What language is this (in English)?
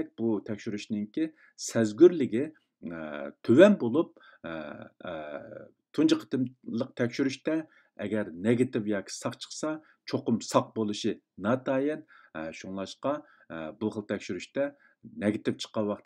Uyghur